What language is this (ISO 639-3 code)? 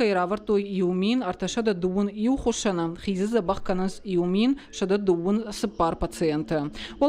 oss